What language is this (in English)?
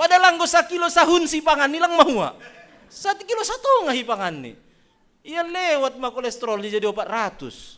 Batak Simalungun